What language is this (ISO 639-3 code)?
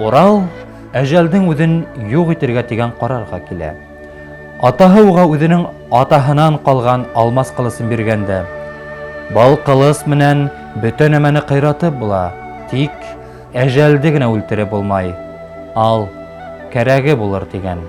bak